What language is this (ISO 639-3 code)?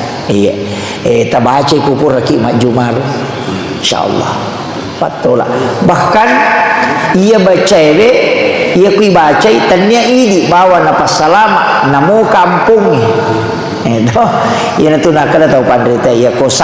bug